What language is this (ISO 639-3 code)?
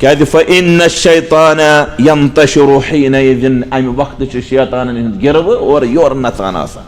kas